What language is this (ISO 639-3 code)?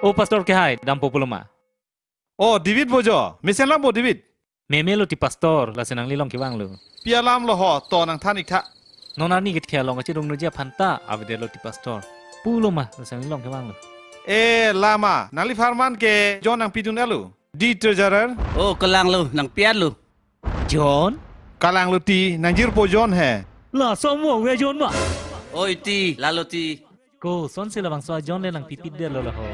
mjw